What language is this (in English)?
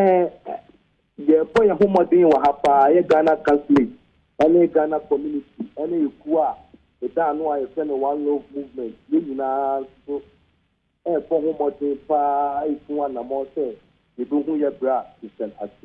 Akan